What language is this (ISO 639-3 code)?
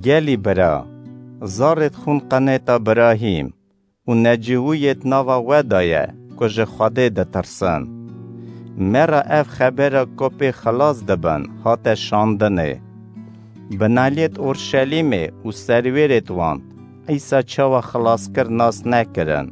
kur